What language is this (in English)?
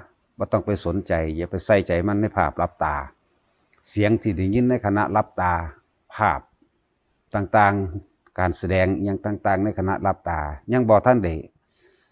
Northeastern Thai